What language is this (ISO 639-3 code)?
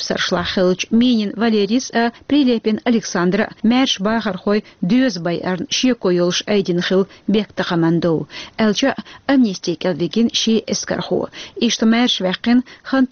che